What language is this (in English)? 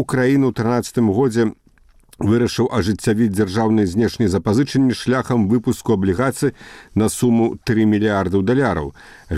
Belarusian